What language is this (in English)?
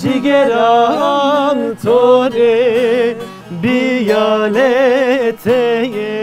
Zaza